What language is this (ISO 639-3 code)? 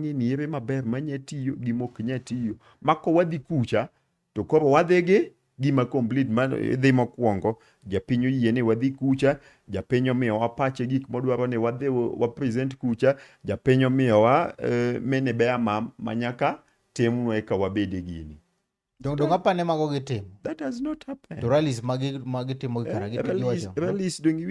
luo